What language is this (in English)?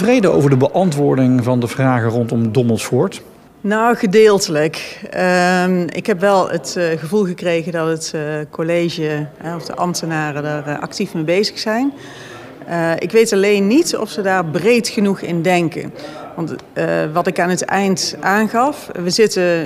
Dutch